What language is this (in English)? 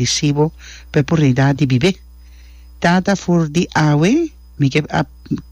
Papiamento